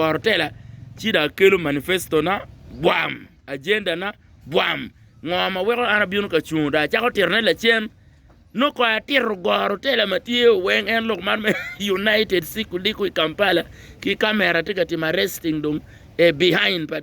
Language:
Acoli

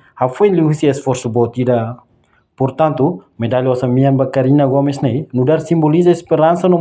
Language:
Tetum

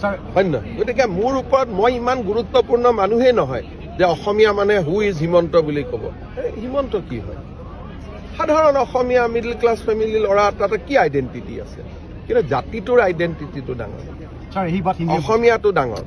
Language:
Assamese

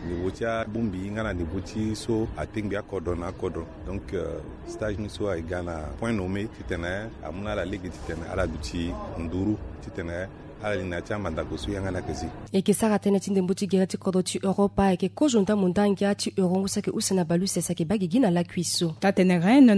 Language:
Sango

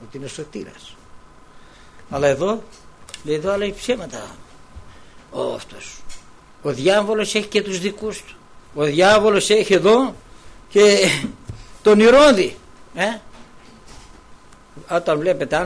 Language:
Greek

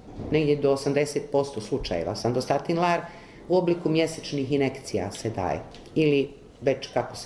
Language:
Croatian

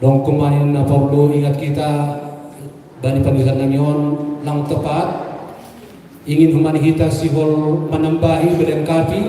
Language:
Batak Simalungun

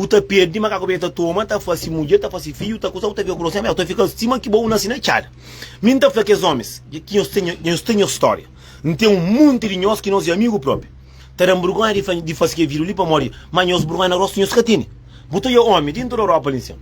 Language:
Kabuverdianu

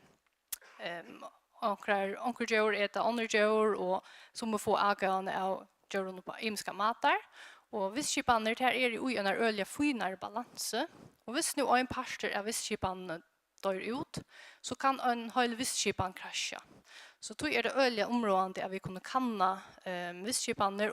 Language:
Faroese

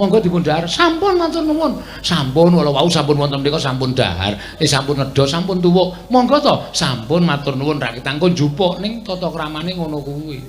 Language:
Javanese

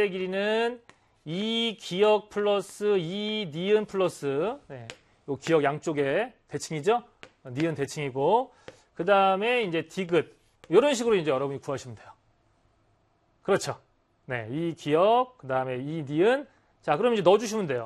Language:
Korean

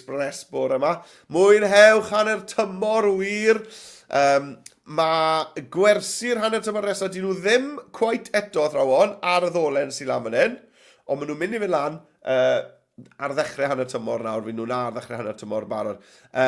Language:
Welsh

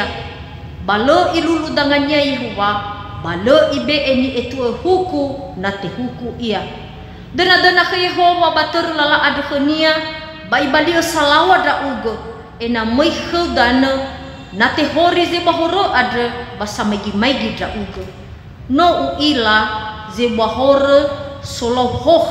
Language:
Nias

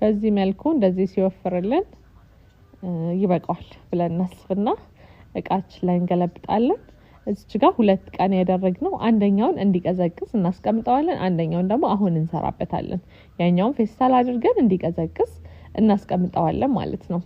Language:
Amharic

